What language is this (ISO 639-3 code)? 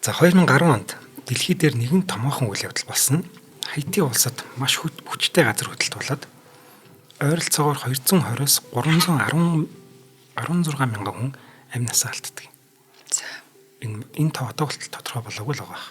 mon